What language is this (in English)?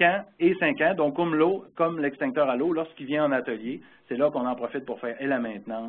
French